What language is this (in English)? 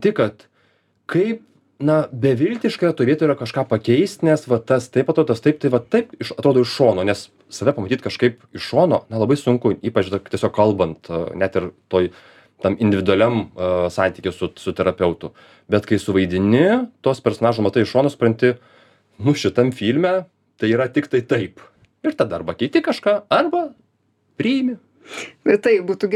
Lithuanian